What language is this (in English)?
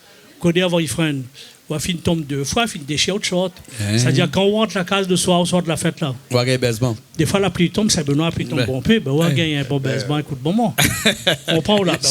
Réunion Creole French